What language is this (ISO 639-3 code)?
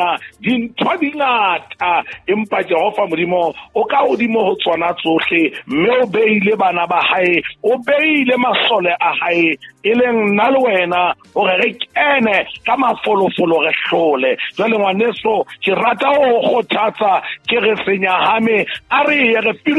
sot